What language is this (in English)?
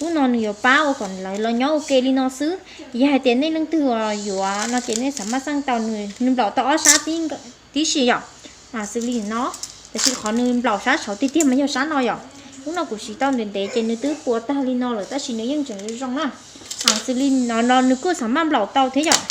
Hmong